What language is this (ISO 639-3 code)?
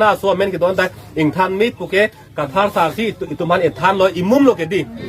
mjw